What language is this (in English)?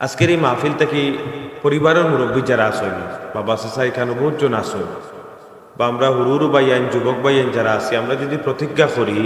Sylheti